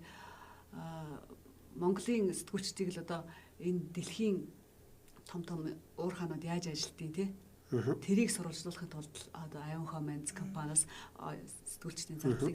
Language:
Mongolian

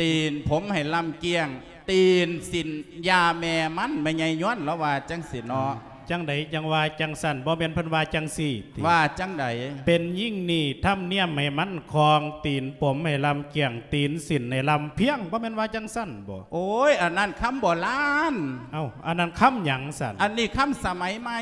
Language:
Lao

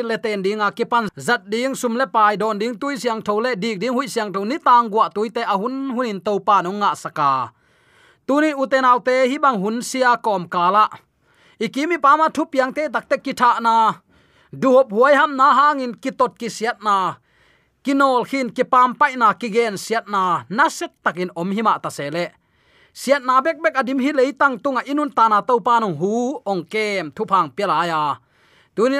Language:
Tedim Chin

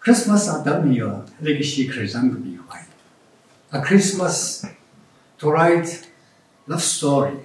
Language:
Tangkhul Naga (India)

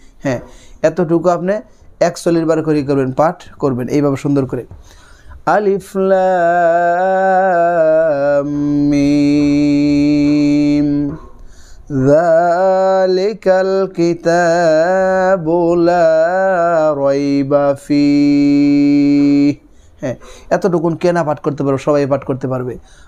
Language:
Bangla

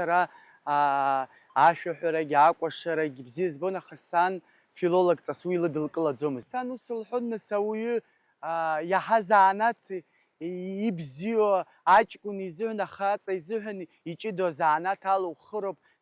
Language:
Abkhazian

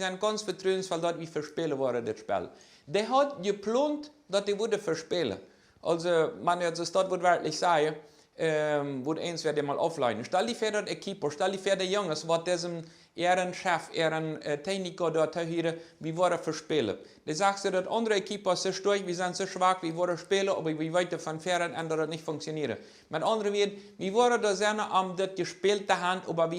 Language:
Plautdietsch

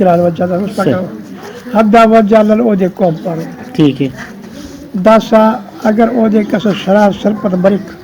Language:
Brahui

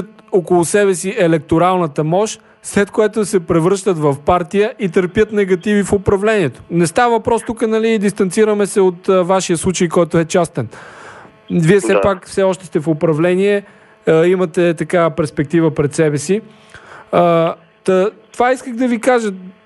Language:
Bulgarian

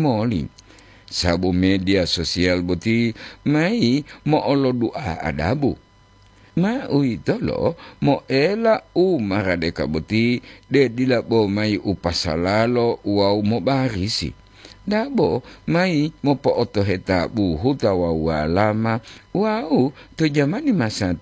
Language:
Gorontalo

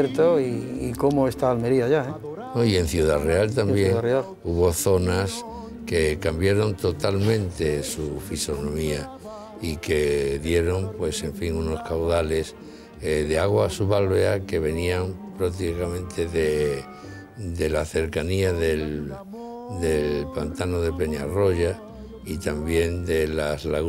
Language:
Spanish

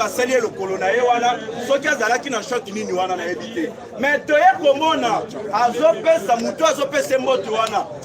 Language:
Lingala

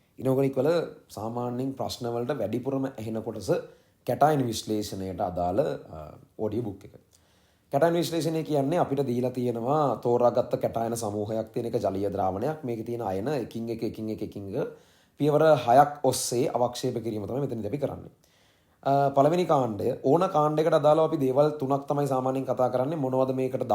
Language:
Sinhala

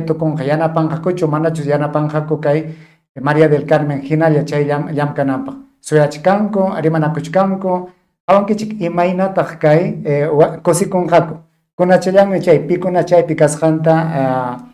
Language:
Ayacucho Quechua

